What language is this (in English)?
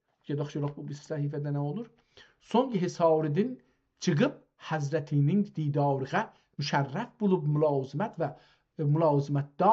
South Azerbaijani